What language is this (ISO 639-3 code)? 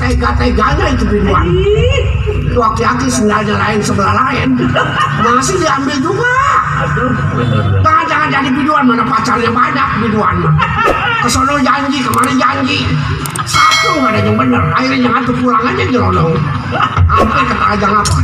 bew